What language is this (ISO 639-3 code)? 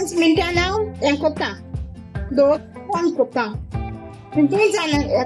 kok